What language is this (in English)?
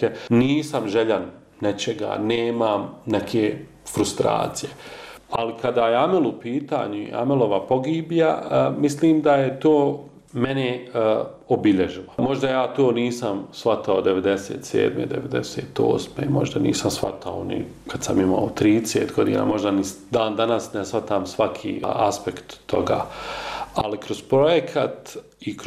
Bosnian